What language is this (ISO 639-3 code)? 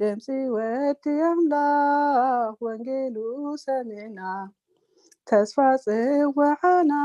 tir